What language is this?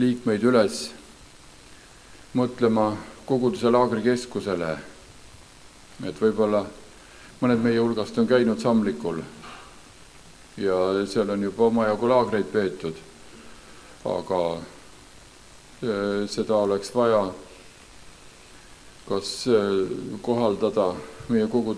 Estonian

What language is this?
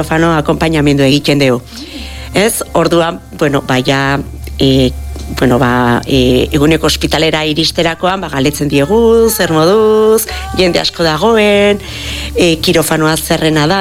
Basque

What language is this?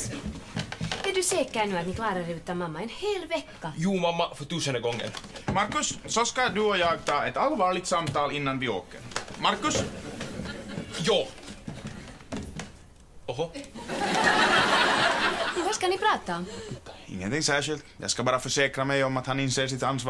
Swedish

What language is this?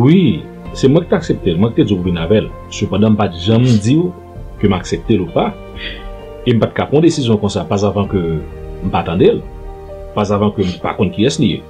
Haitian Creole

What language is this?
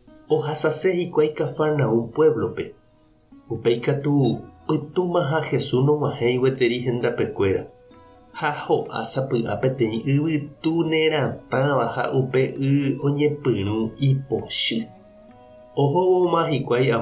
Guarani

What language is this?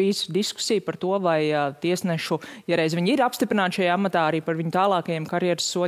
Latvian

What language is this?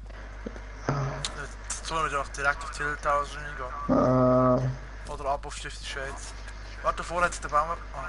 Swiss German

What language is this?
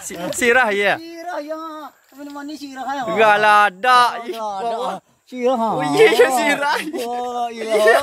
Minangkabau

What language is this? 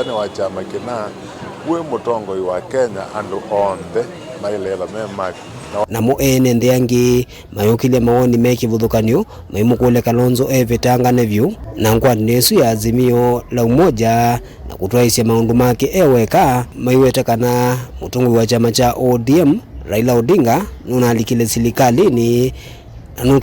Kamba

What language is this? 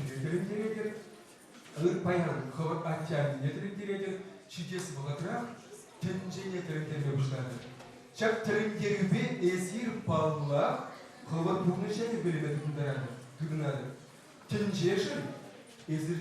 Chuvash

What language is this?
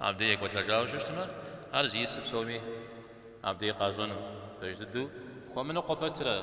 Kabardian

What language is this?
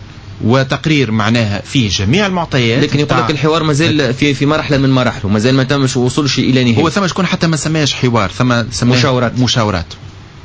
Tunisian Arabic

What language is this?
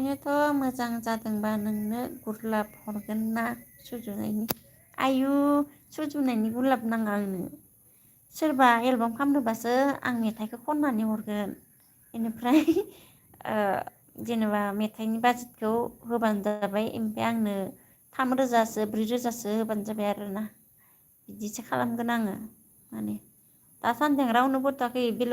Bodo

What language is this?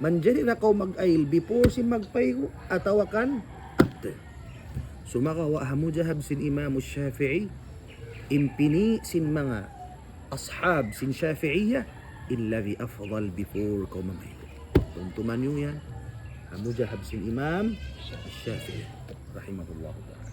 Tausug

